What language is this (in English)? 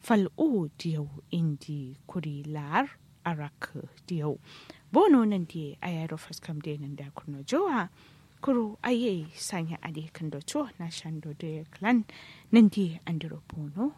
Kanuri